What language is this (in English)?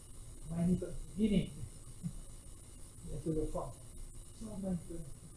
Afrikaans